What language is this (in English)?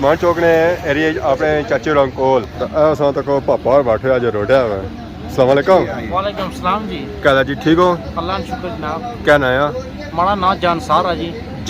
Pahari-Potwari